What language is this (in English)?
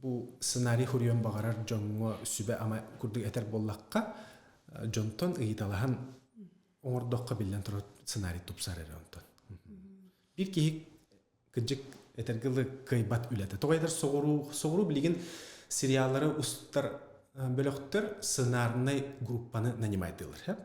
Yakut